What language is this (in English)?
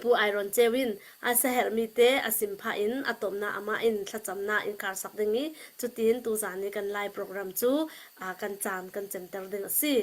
Hakha Chin